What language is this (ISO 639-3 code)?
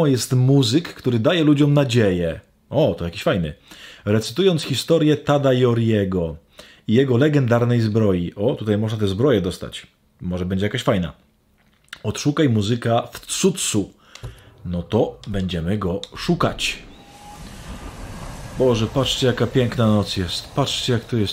pol